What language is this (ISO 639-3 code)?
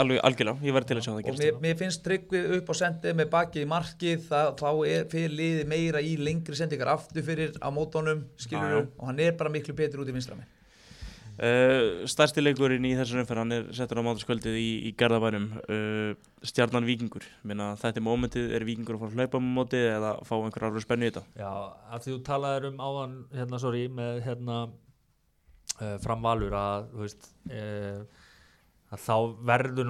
isl